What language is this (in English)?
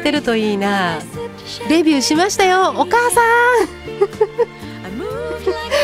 Japanese